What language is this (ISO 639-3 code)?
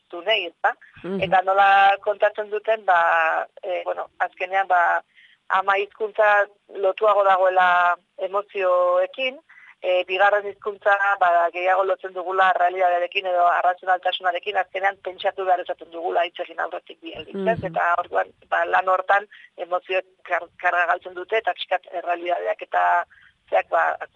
eus